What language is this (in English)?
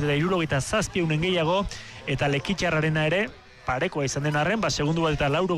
Basque